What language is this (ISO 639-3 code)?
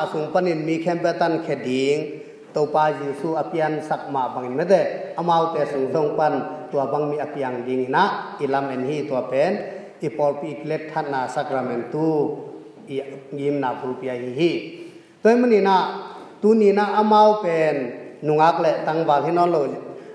ctd